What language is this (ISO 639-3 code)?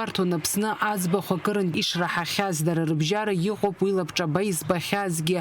abk